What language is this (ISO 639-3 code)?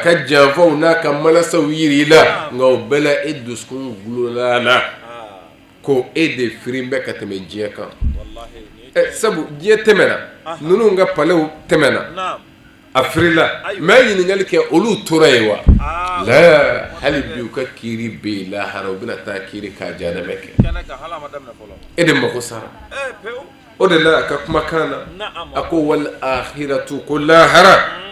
bam